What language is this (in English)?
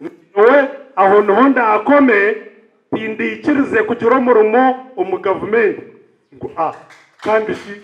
Nyankole